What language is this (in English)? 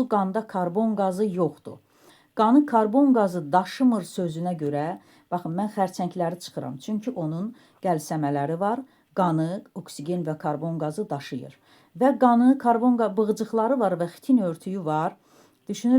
Azerbaijani